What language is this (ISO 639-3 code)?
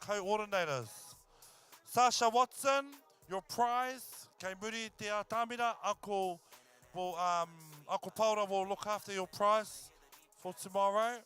mri